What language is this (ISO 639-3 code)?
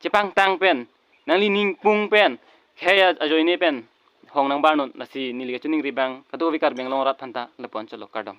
mjw